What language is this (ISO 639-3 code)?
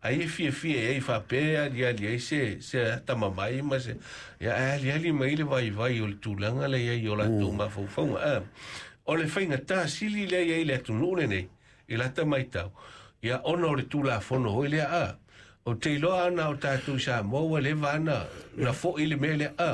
smo